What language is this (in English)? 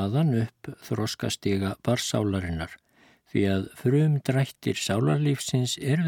Icelandic